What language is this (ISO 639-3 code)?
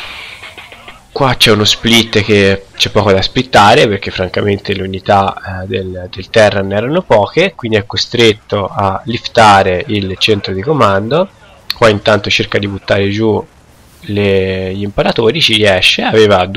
ita